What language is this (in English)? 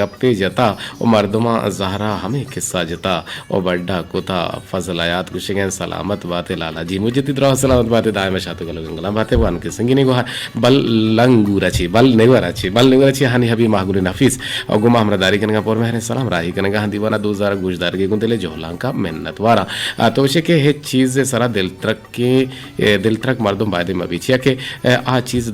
Eastern Balochi